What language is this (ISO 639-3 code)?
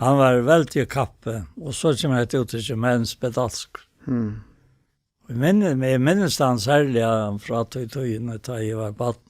fao